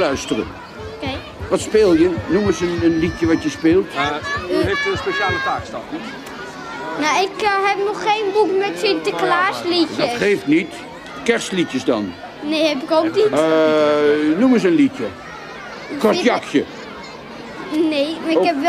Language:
Dutch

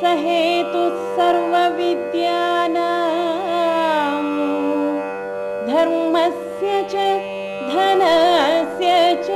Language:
Sanskrit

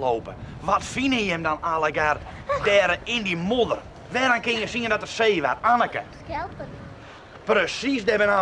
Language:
Western Frisian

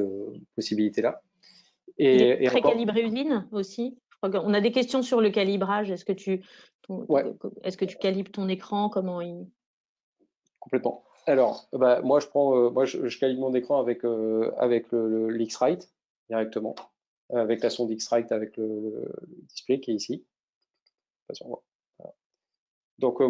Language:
French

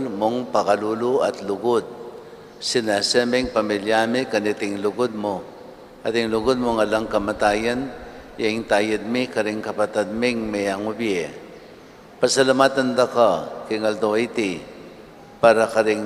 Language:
Pampanga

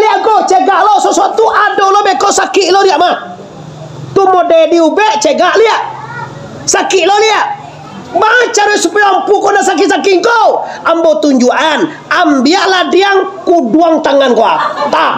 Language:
Minangkabau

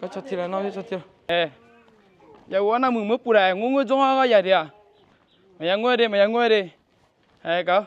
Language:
Akha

